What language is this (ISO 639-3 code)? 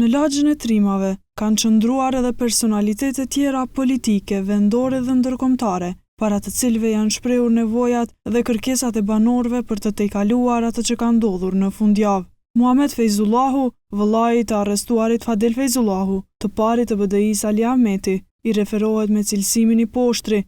sqi